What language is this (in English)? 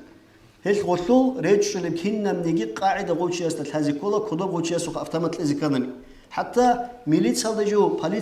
Avaric